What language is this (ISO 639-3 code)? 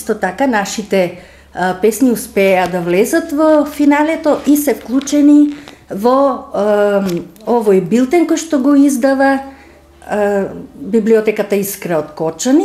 mkd